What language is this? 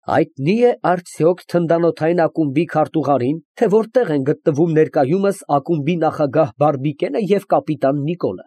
Armenian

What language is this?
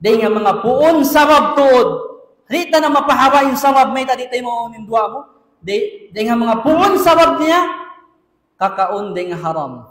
Tausug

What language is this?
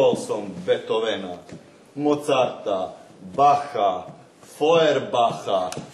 Rusyn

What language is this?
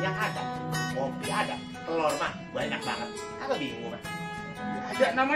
Betawi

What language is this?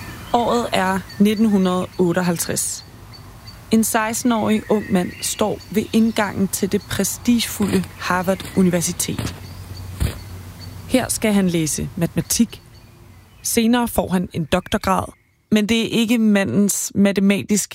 Danish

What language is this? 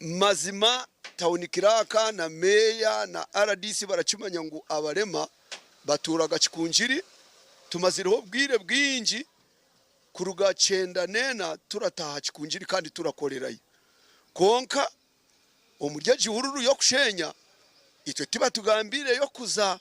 Nyankole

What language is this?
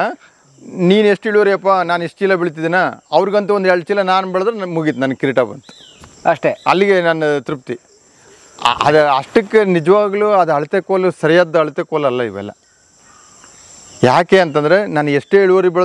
Kannada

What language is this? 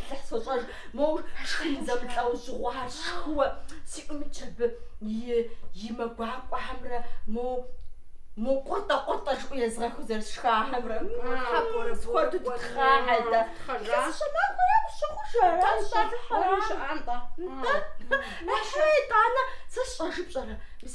Kabardian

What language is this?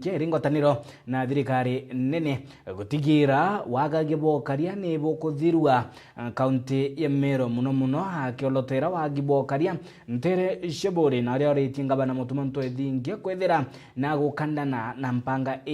Meru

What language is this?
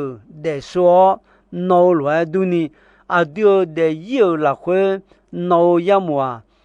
Akha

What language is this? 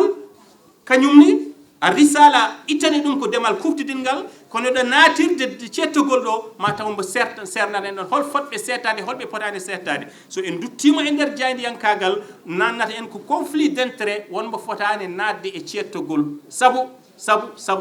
Fula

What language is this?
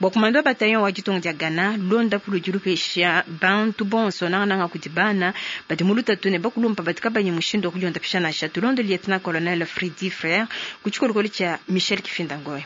Luba-Lulua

